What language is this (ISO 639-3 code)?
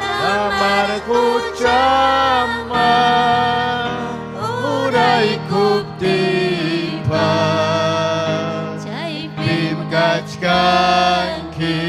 quy